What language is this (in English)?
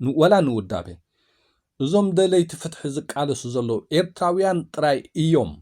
Tigrinya